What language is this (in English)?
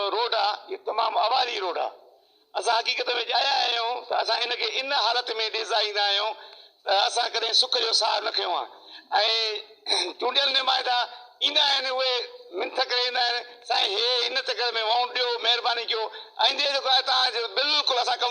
Sindhi